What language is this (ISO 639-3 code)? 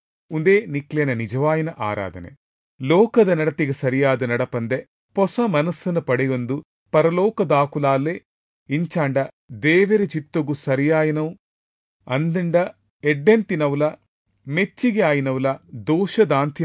tcy